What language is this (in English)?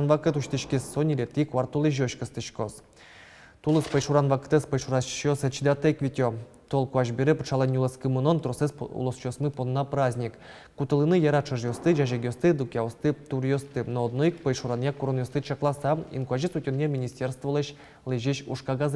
Udmurt